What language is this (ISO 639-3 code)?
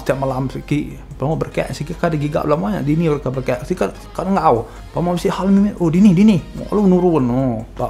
iba